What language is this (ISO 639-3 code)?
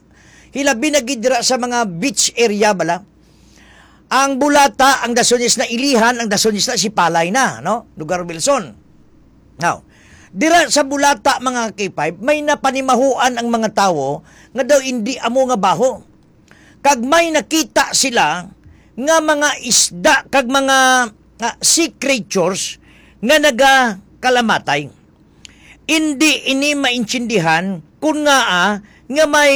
hil